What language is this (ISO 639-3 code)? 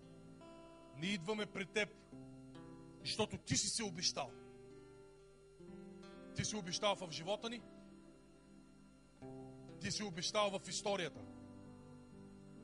bul